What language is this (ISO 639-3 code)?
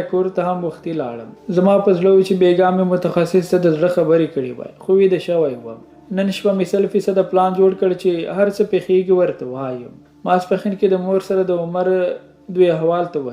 pus